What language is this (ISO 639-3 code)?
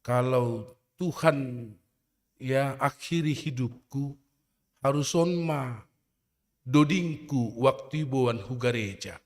bts